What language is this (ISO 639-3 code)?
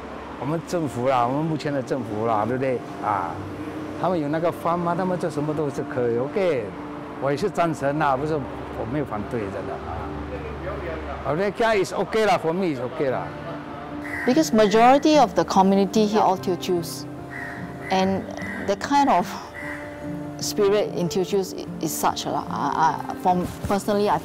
zho